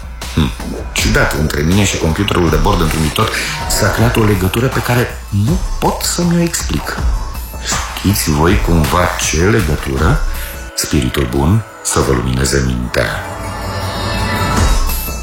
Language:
Romanian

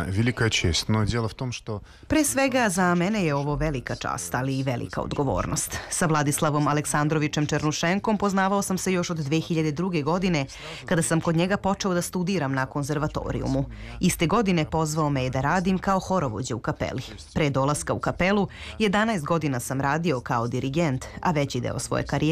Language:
Serbian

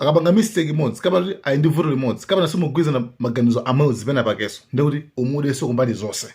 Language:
Nyanja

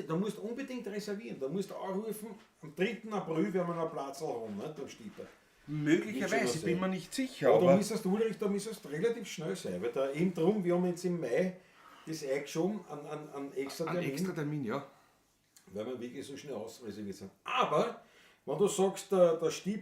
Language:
Bavarian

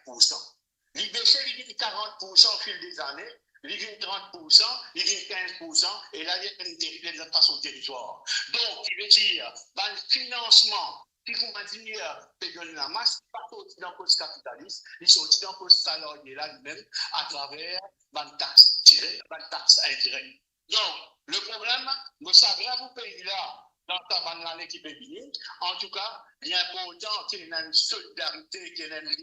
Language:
Morisyen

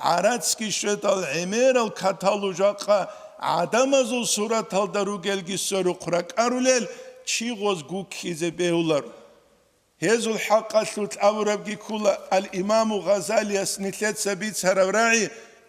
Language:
Avaric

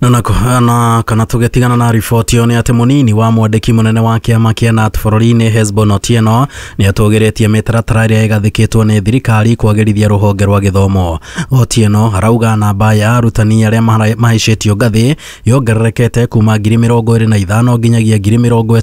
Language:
Kikuyu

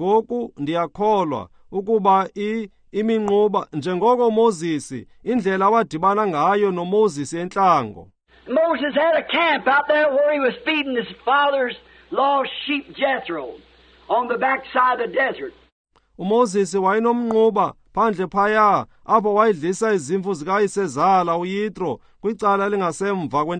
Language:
Xhosa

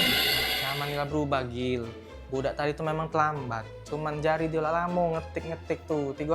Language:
Musi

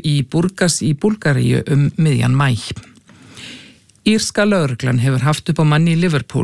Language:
Icelandic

